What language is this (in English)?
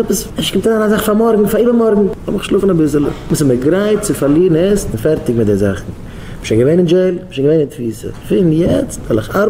Yiddish